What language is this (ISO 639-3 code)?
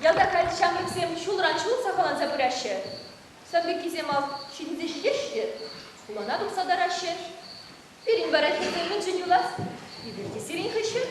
chv